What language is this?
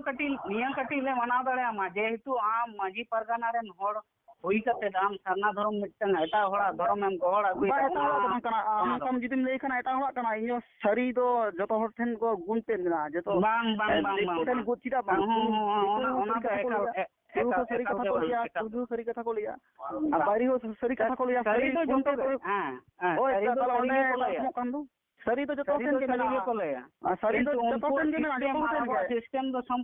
Santali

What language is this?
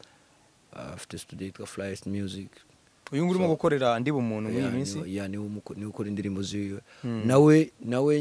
Kinyarwanda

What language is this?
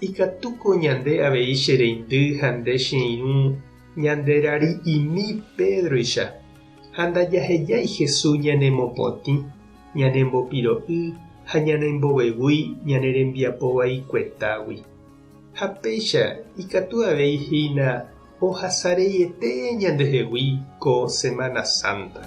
Guarani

